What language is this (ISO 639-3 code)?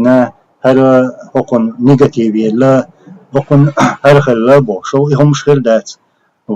che